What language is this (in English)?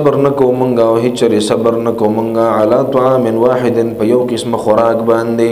Pashto